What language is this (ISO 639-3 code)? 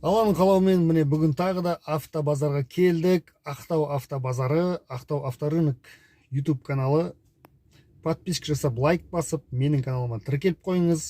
kaz